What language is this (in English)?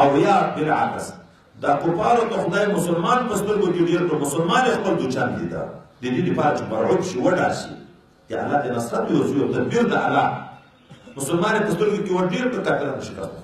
Pashto